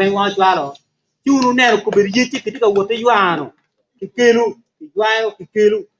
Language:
Acoli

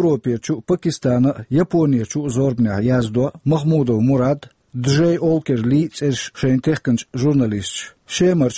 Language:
Chechen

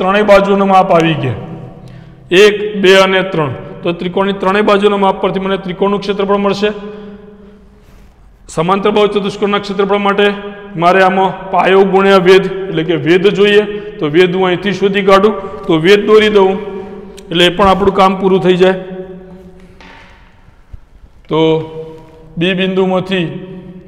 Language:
Gujarati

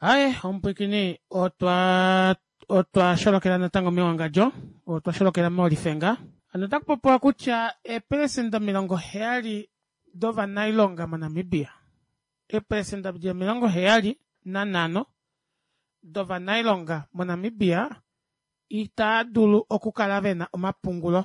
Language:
Kuanyama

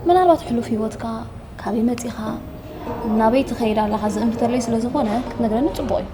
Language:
Tigrinya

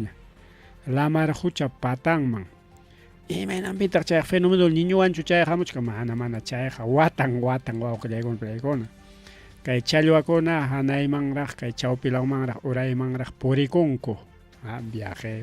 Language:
Ayacucho Quechua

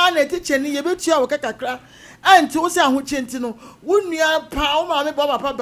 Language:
Akan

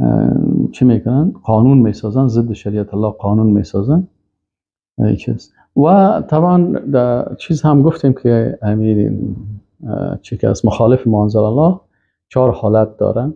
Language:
Persian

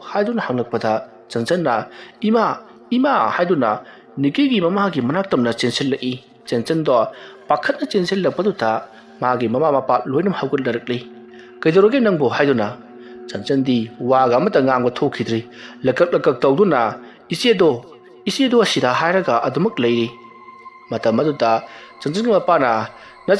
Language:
Manipuri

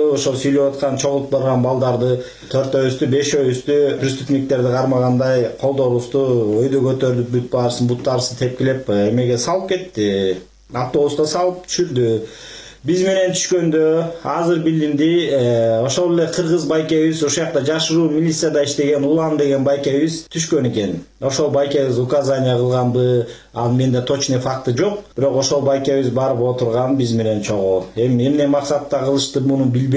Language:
Kyrgyz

